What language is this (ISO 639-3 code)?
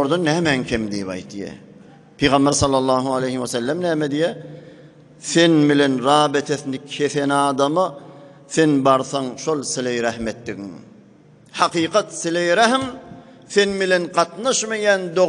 tuk